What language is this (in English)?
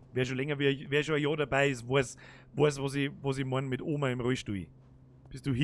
Bavarian